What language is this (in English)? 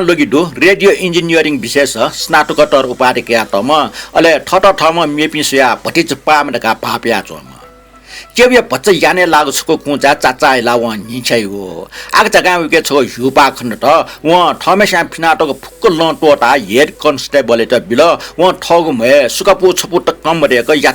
Newari